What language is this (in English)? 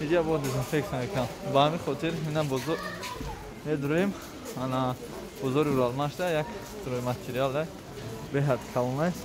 Tajik